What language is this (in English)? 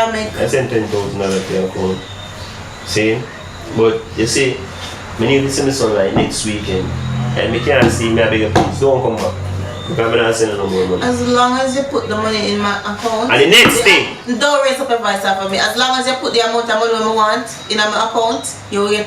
Jamaican Creole English